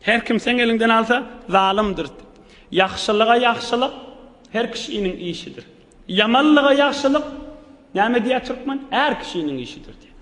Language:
Turkmen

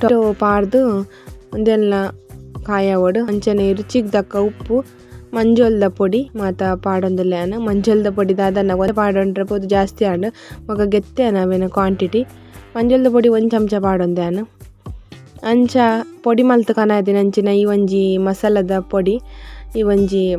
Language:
Tulu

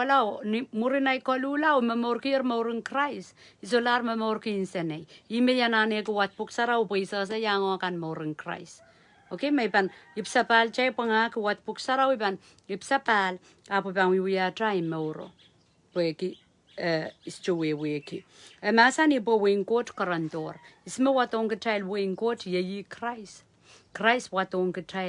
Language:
Pohnpeian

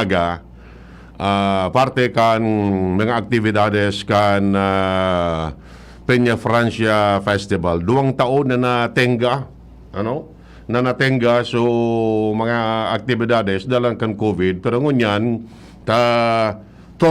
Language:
Bikol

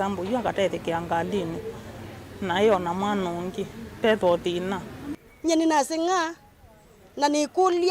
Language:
Kamba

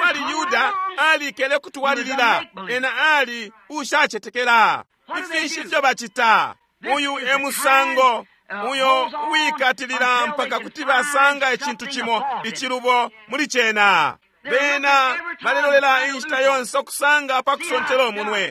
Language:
Bemba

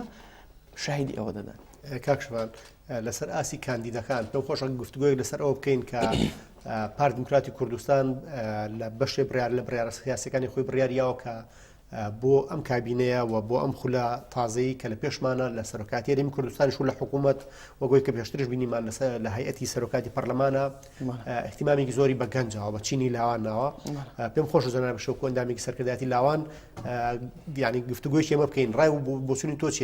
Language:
Central Kurdish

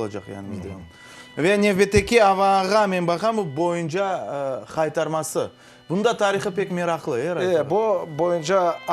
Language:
Crimean Tatar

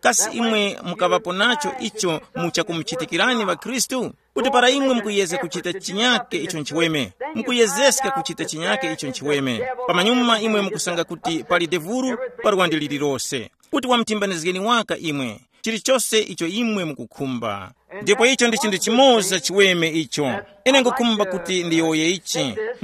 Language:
Tumbuka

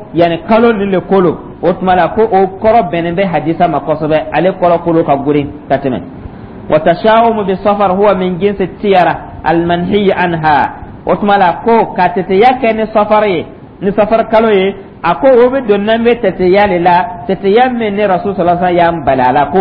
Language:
Dyula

